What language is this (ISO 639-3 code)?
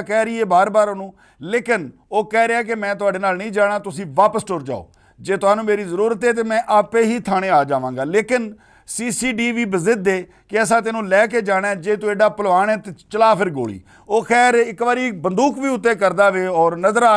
lah